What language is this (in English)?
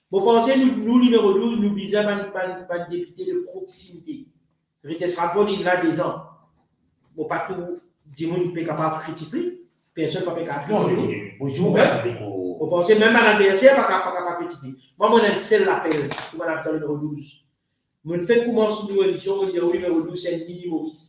Morisyen